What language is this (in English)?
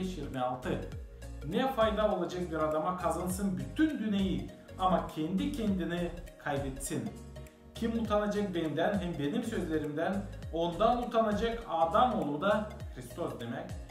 Gagauz